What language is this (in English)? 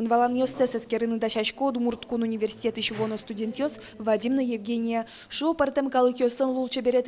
Udmurt